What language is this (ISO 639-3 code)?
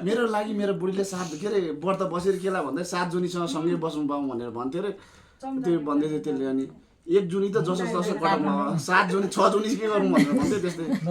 nep